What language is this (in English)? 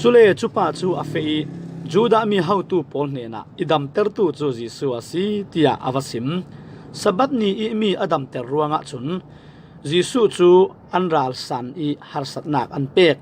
Falam Chin